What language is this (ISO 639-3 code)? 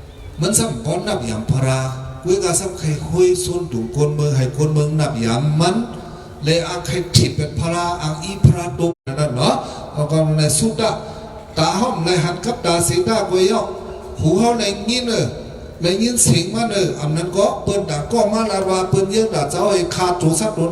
shn